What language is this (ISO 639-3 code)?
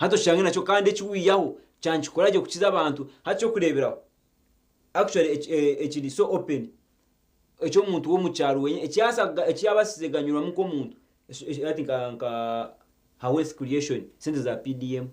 nyn